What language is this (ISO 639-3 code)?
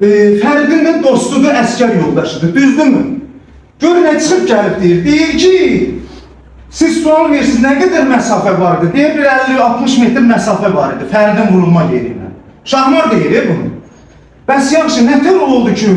aze